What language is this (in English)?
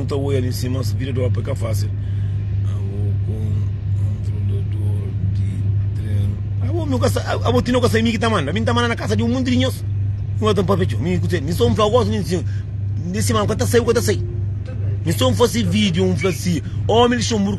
Kabuverdianu